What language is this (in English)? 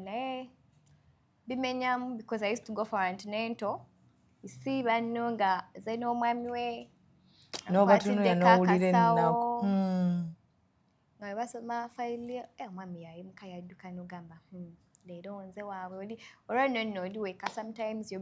Ganda